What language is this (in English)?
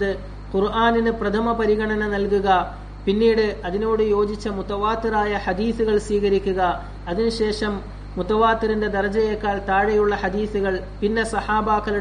Malayalam